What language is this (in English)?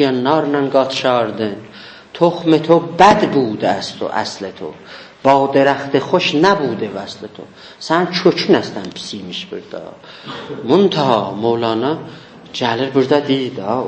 South Azerbaijani